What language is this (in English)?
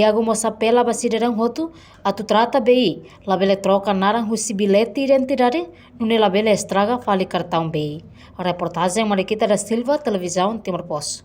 Tetum